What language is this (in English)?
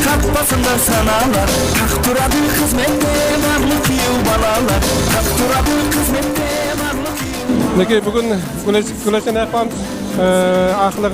Kara-Kalpak